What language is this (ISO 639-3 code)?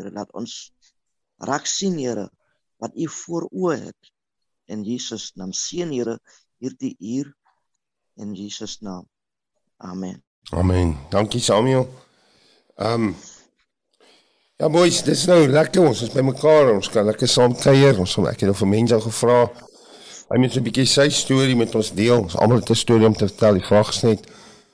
afr